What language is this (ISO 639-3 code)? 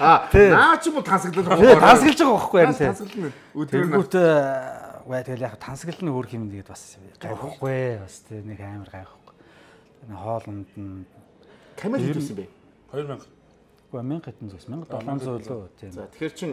mon